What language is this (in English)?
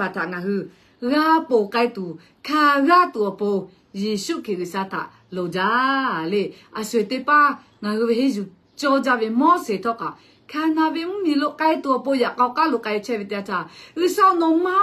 Lahu